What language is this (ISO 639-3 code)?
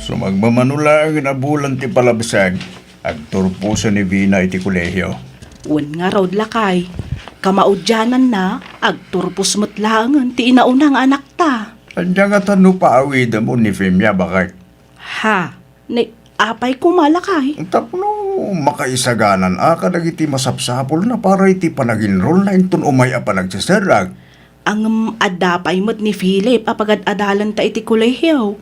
ilo